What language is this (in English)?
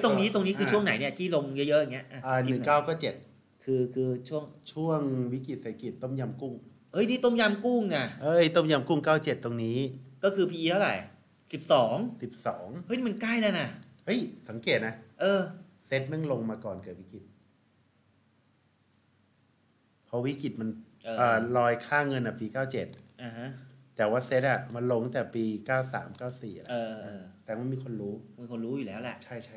Thai